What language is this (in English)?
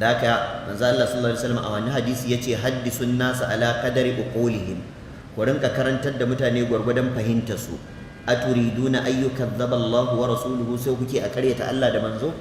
Hausa